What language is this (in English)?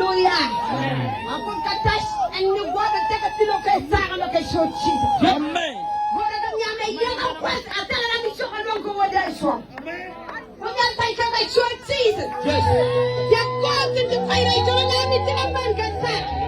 Nuer